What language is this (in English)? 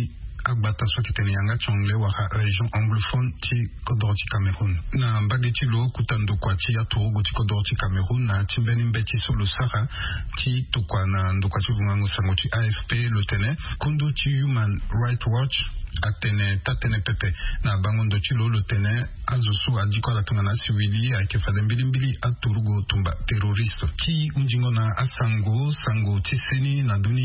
Sango